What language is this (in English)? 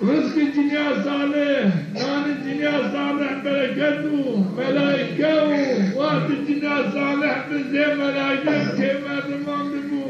Zaza